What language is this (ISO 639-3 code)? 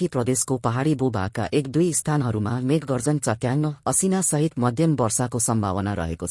nep